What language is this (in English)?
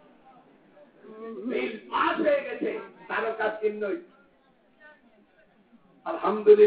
Bangla